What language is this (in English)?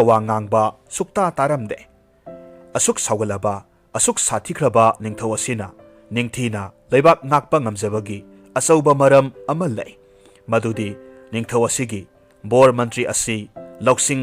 Manipuri